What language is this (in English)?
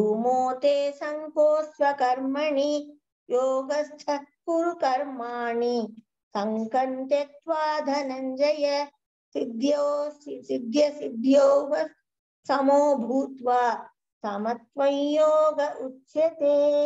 Sanskrit